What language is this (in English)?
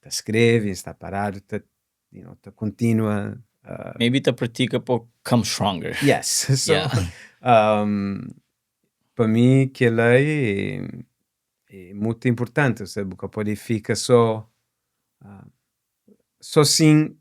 Kabuverdianu